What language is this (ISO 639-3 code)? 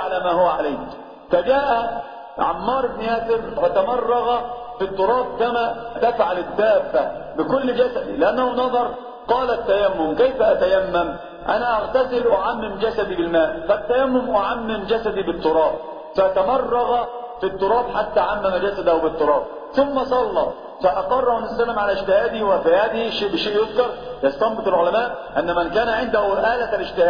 ara